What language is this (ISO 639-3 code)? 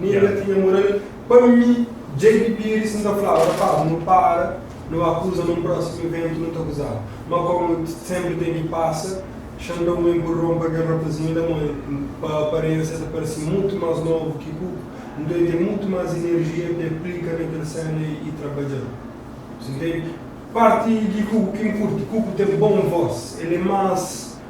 kea